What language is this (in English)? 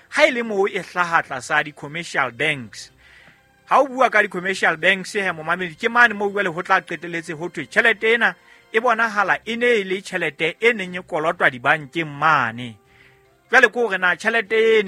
Southern Sotho